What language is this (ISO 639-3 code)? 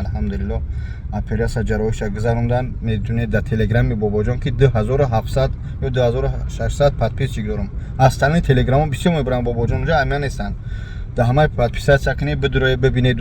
tgk